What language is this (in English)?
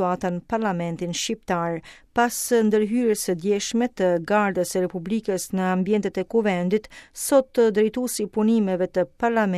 Albanian